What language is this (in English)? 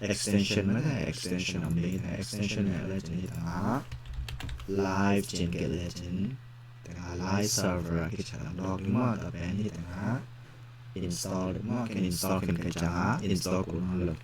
Tedim Chin